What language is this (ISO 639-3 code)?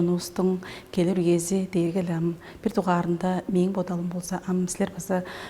tyv